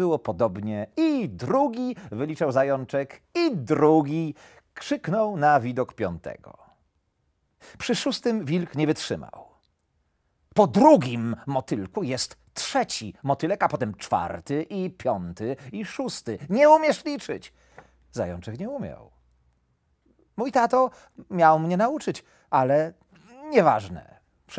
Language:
Polish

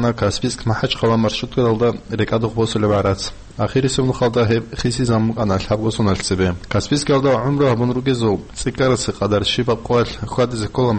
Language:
Avaric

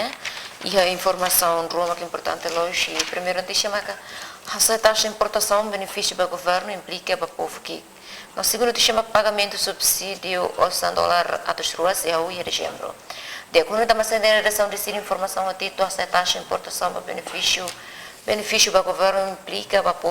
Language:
Tetum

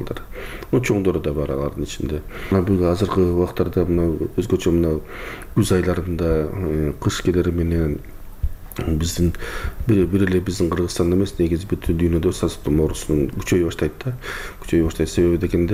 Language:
Kyrgyz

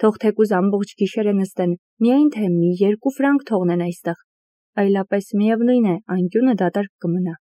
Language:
Armenian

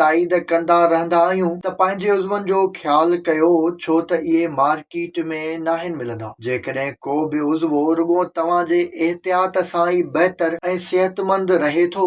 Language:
Sindhi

